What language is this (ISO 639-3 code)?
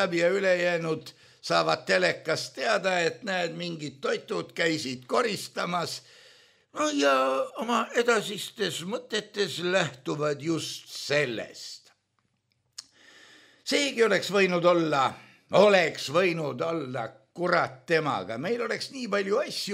est